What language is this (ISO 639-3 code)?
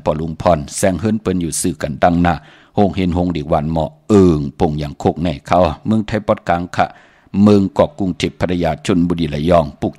shn